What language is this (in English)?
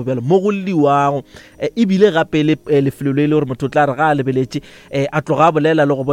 Northern Sotho